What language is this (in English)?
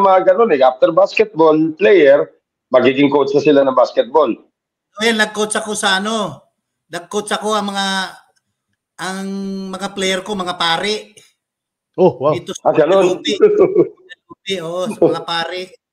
Filipino